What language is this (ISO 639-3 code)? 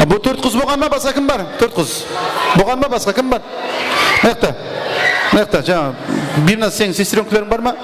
kaa